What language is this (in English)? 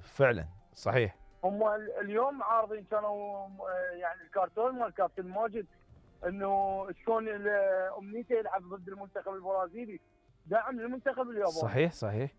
Mesopotamian Arabic